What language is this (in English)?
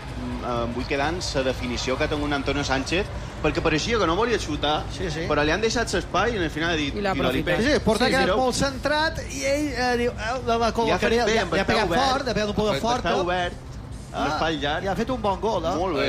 Catalan